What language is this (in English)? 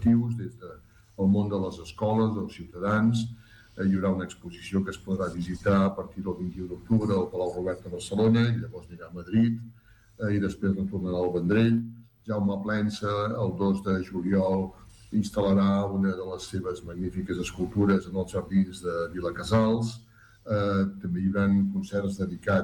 Catalan